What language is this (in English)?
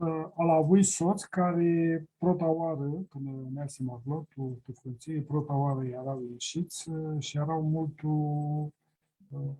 Aromanian